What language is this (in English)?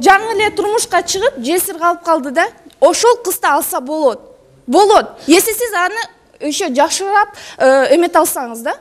Kyrgyz